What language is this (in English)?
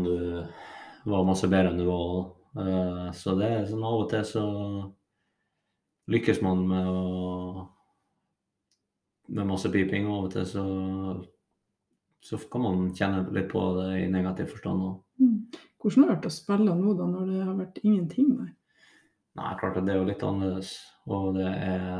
Norwegian